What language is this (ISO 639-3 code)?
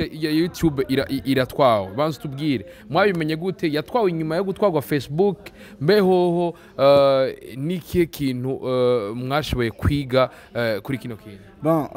run